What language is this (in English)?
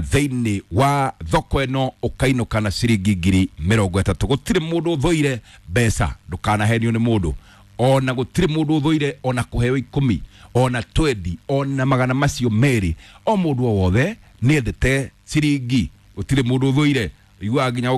Kikuyu